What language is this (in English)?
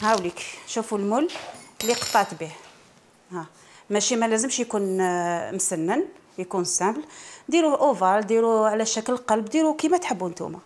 Algerian Arabic